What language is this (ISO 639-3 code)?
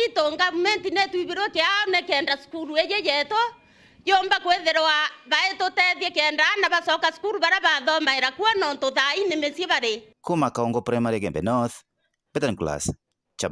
mer